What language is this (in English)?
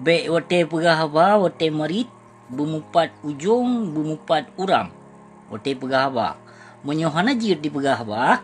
Achinese